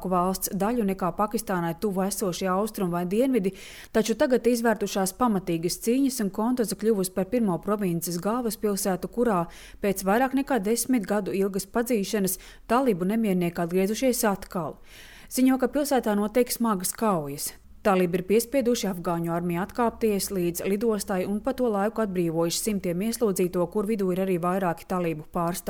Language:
Latvian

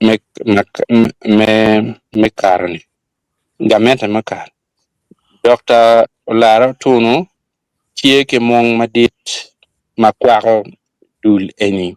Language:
Acoli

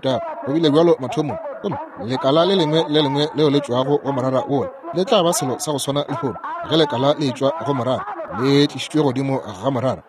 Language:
Northern Sotho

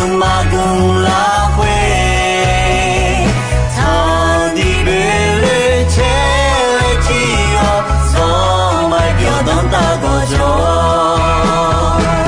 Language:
Akha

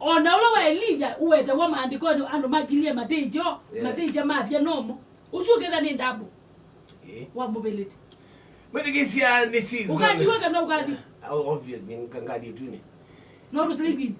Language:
Kamba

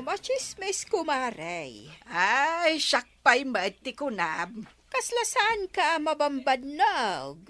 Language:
Iloko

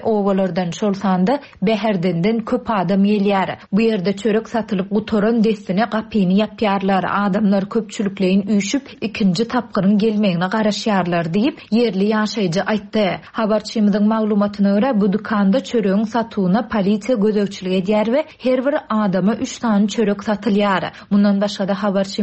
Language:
Turkmen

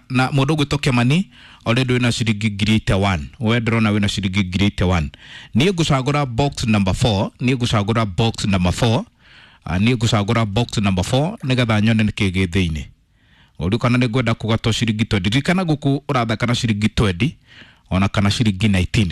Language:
Kikuyu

